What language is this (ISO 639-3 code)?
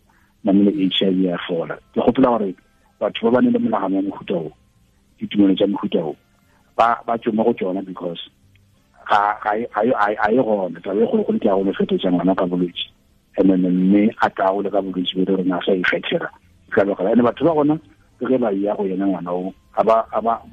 tsn